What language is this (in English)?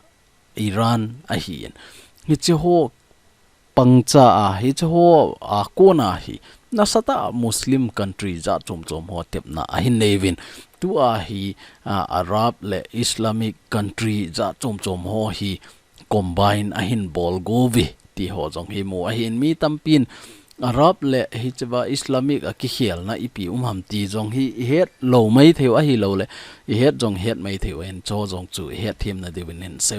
Thado Chin